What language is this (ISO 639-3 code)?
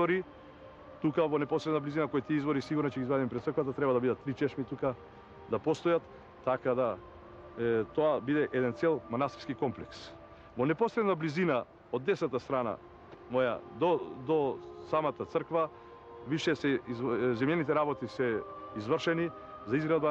mkd